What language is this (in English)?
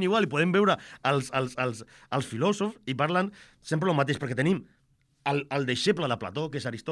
Catalan